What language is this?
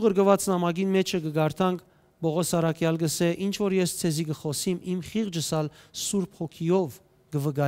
Western Armenian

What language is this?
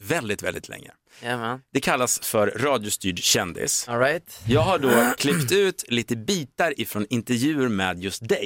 Swedish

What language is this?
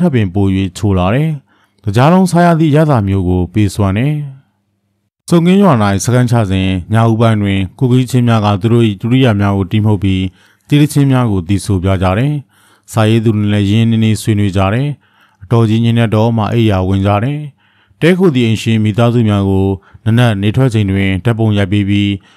Burmese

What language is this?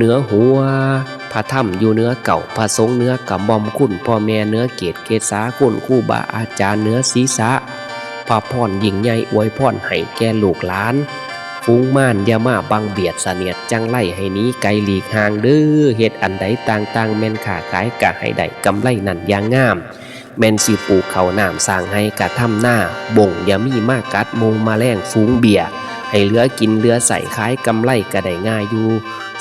Northeastern Thai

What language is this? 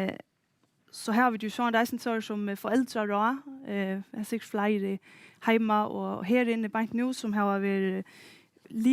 Faroese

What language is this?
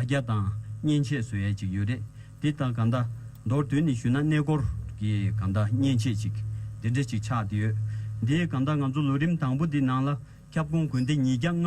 Tibetan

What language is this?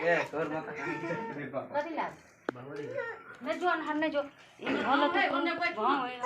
Maithili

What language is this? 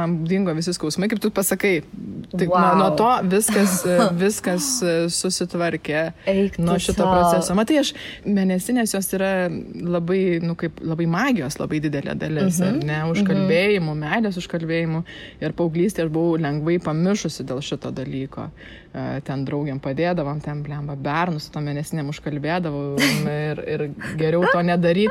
Lithuanian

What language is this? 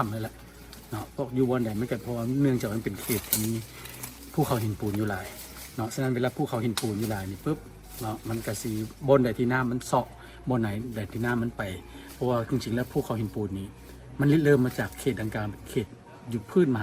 Lao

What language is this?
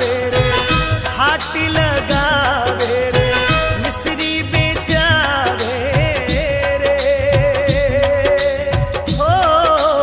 Bhojpuri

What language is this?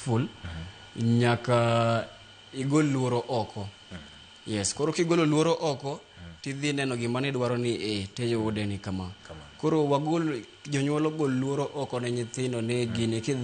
Luo (Kenya and Tanzania)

